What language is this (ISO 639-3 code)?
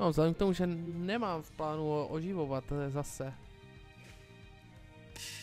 ces